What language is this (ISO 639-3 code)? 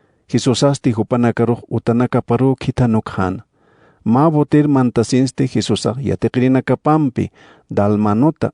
aym